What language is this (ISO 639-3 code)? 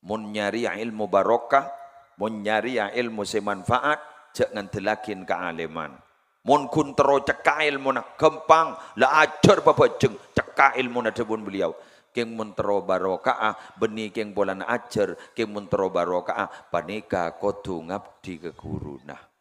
mad